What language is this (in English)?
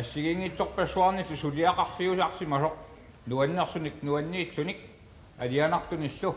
Kalaallisut